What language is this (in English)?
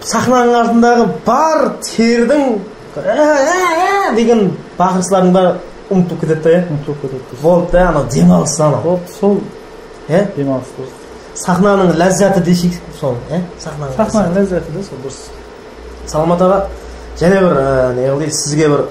Kara-Kalpak